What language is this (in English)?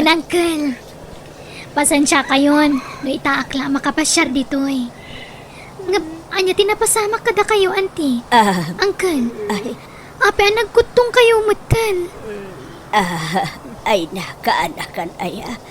Iloko